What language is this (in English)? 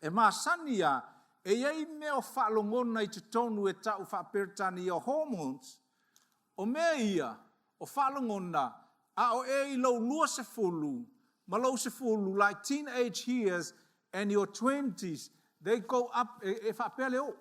Samoan